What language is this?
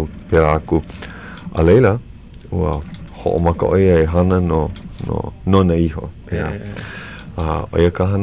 Hawaiian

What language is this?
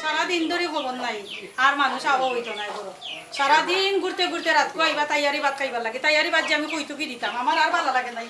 Sylheti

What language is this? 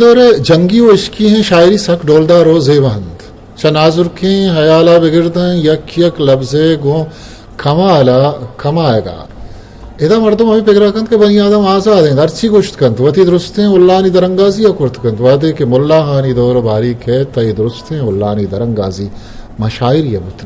Eastern Balochi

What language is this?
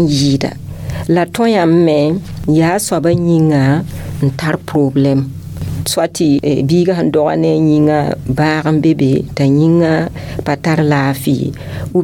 Mossi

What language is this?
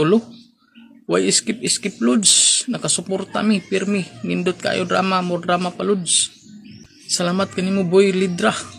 Cebuano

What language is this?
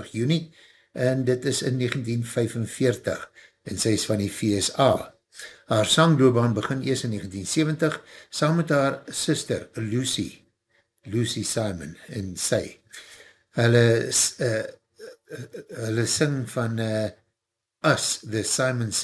Afrikaans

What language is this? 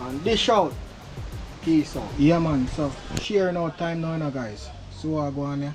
Jamaican Creole English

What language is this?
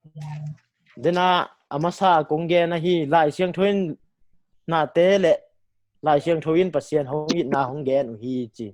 Tedim Chin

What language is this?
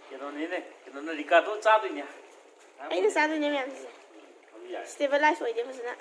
Manipuri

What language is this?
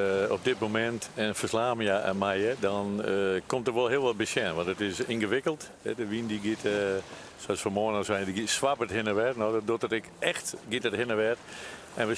Western Frisian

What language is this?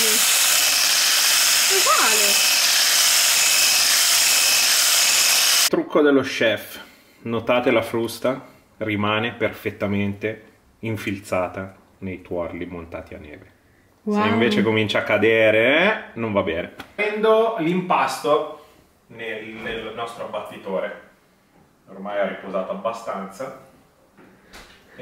Italian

